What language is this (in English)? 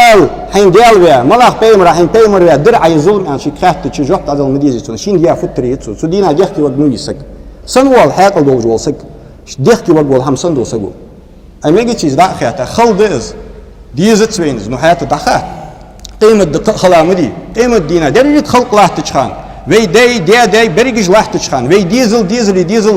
Ingush